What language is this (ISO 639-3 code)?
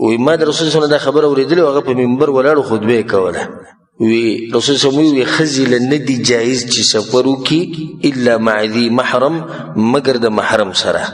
pus